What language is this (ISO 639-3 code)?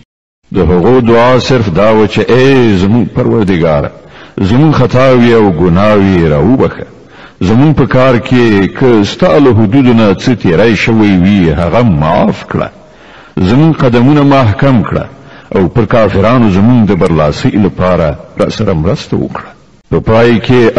pus